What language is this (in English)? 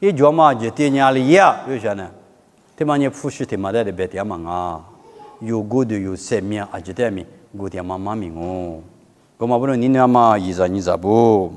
Lisu